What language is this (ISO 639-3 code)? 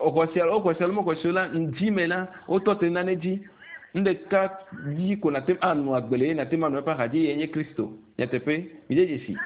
ewe